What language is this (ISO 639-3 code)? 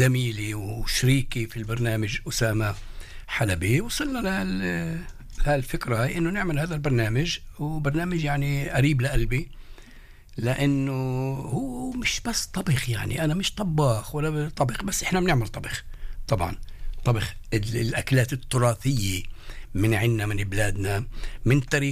apc